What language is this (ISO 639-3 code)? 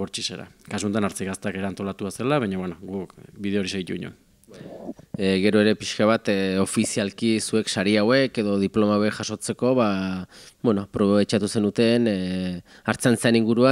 eus